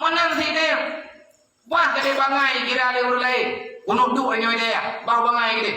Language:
Achinese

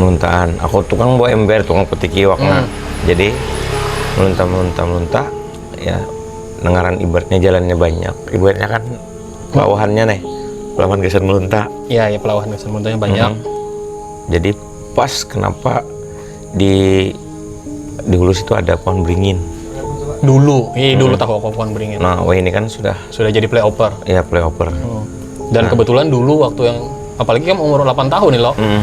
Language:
Banjar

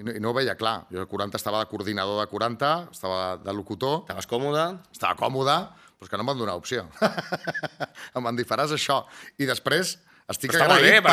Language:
Catalan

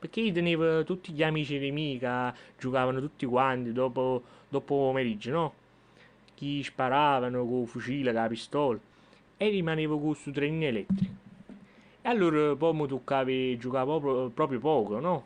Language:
Neapolitan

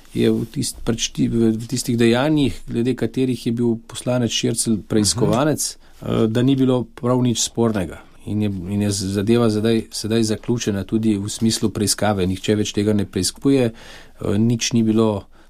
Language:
Slovenian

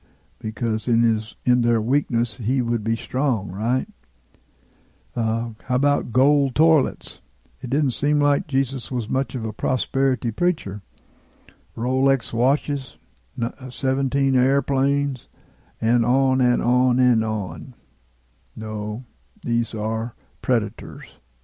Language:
English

